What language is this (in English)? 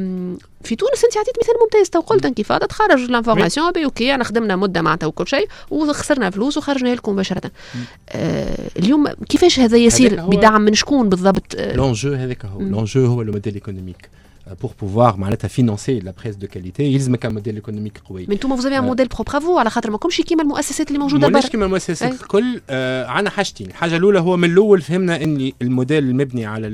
Tunisian Arabic